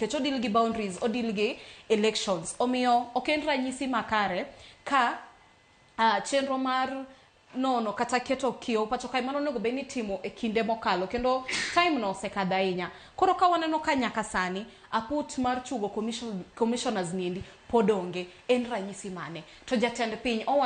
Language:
Luo (Kenya and Tanzania)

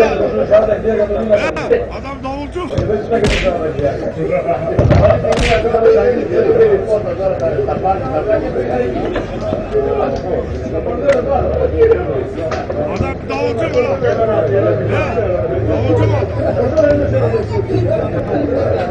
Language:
Greek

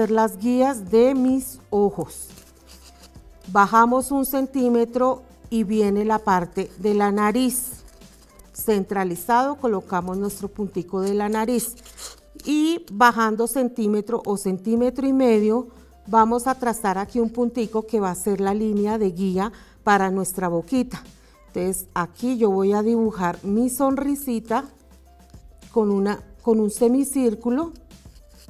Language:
Spanish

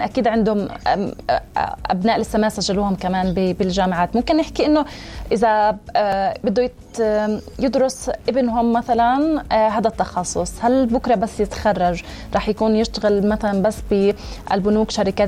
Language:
North Levantine Arabic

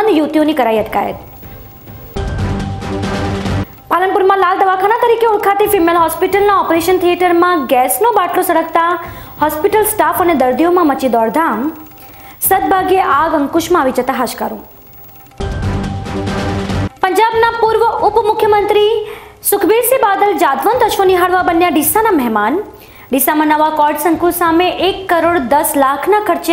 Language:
Gujarati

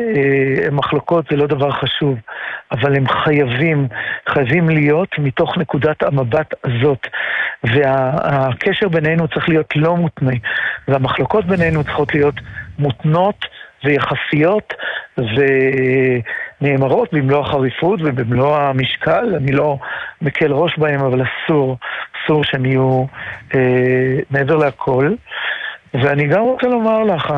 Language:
Hebrew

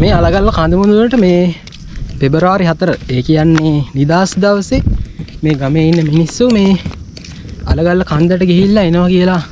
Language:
Sinhala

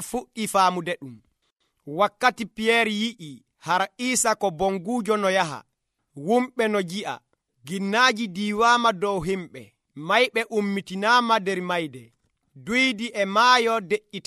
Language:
Nigerian Fulfulde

